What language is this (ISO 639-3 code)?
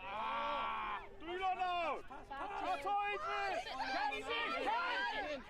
cym